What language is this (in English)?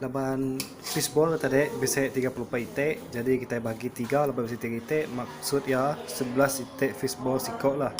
Iban